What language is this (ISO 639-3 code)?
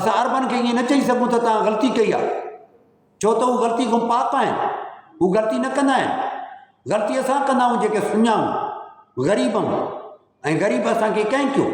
snd